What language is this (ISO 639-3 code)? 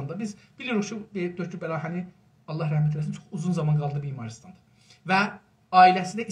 azb